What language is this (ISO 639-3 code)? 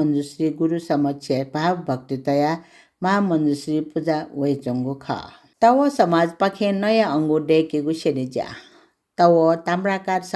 new